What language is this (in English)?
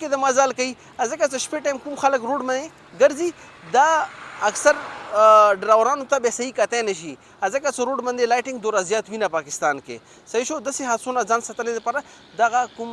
Pashto